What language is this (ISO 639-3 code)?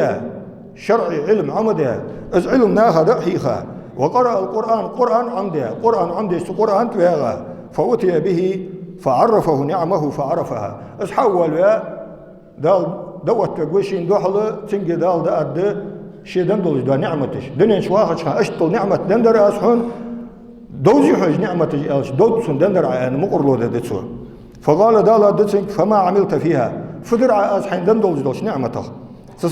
inh